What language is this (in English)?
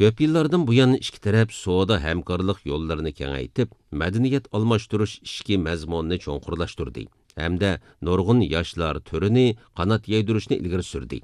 Uyghur